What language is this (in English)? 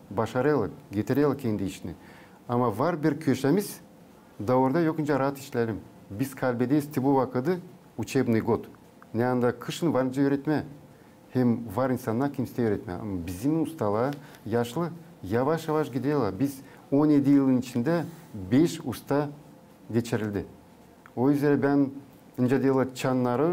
Gagauz